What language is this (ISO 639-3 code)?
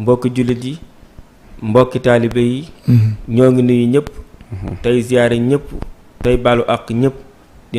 wol